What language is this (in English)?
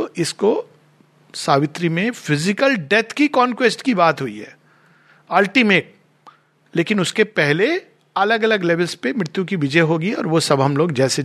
Hindi